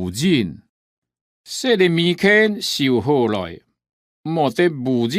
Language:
Hakka Chinese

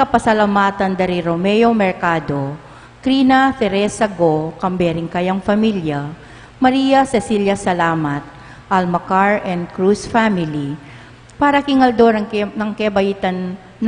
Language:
Pampanga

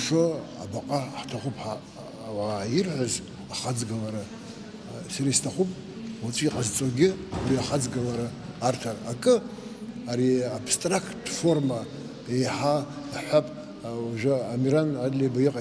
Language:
Abkhazian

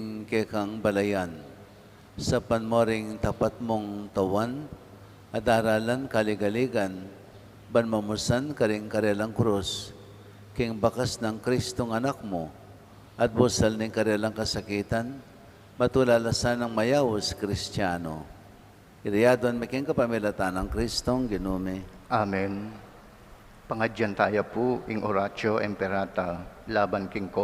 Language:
Pampanga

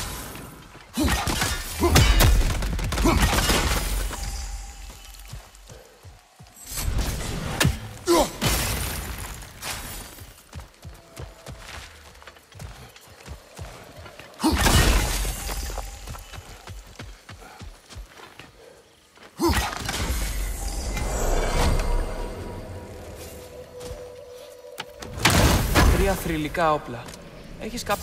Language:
Greek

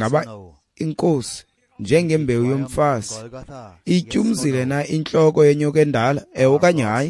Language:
Xhosa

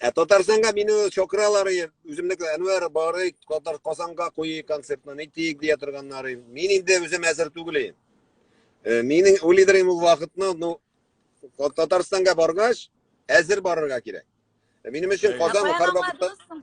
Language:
Tatar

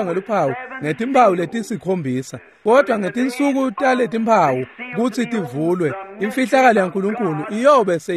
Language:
Swati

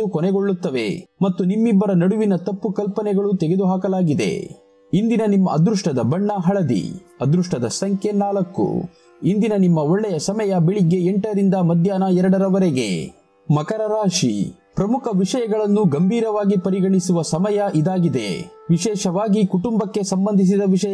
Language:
Kannada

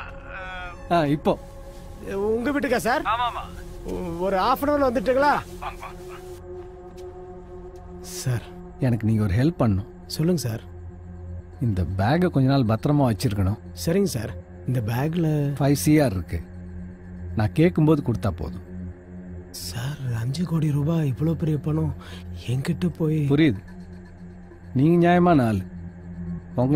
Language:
Tamil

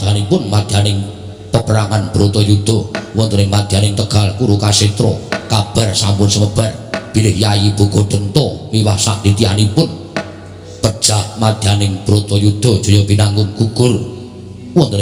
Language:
Javanese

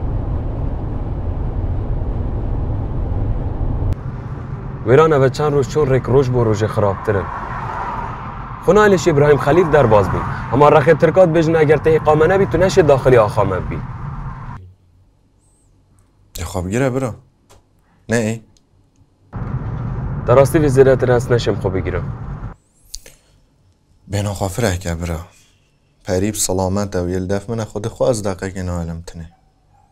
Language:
Kurdish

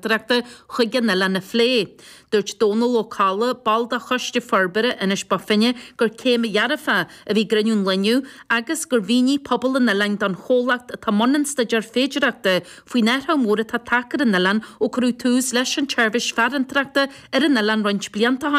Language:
Irish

